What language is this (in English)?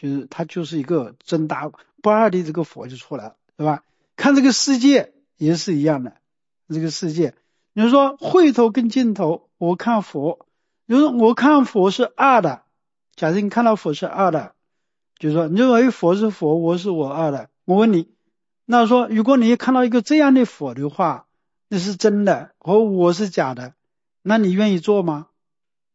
Chinese